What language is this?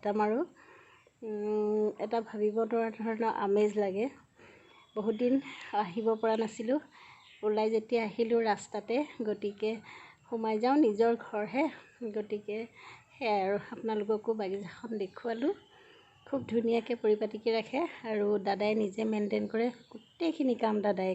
Assamese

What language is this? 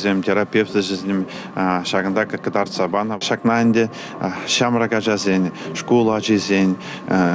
Chuvash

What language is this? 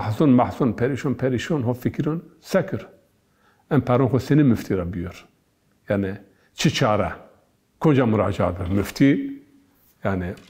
Zaza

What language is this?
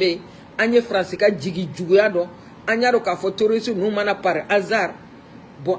Bambara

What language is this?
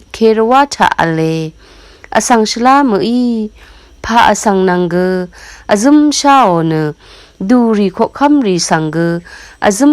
Rawang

